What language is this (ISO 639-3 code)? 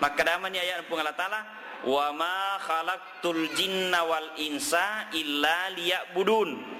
bug